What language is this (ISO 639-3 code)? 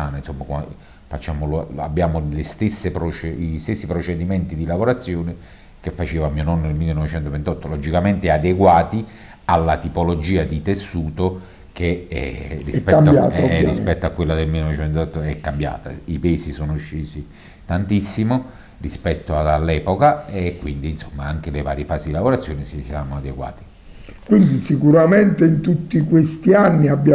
ita